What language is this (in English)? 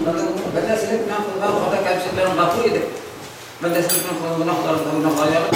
Bashkir